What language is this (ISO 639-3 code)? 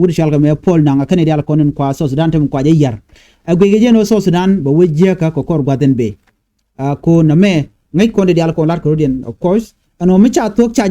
nus